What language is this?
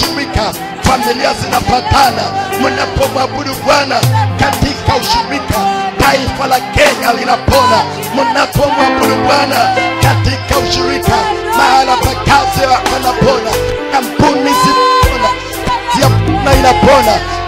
Swahili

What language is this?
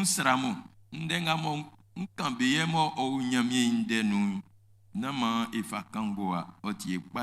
Baoulé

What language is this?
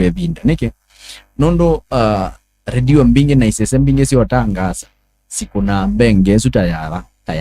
Kamba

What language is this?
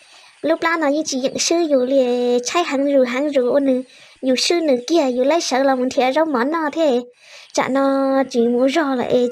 Hmong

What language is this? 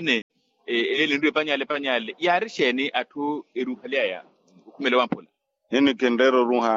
Makhuwa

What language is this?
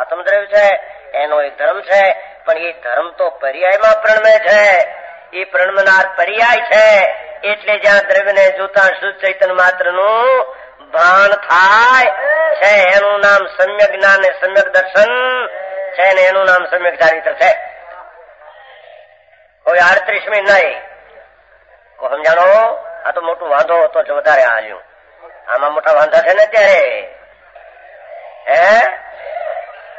Gujarati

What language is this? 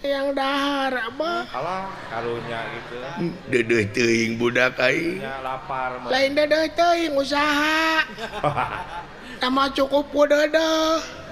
Sundanese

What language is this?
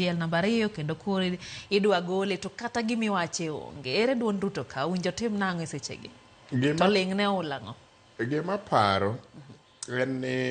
Luo (Kenya and Tanzania)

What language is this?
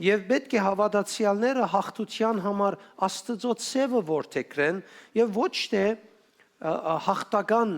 Western Armenian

